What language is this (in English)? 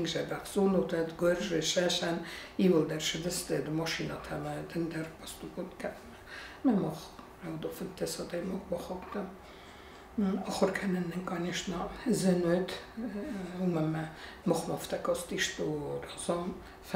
Ossetic